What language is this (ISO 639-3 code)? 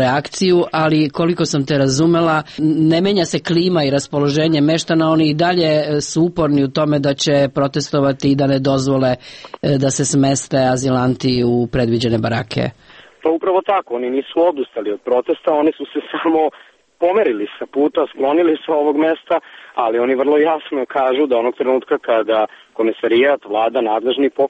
srp